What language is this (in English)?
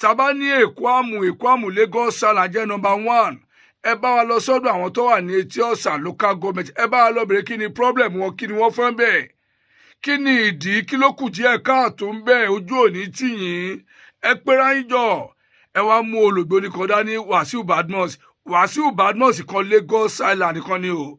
Yoruba